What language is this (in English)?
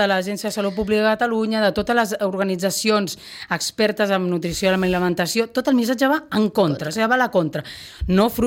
Catalan